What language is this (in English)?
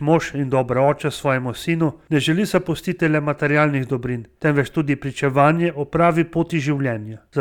Slovenian